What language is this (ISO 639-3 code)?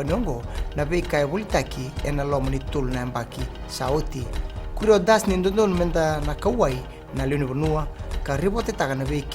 fij